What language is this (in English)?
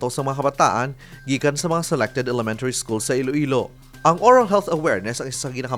Hiligaynon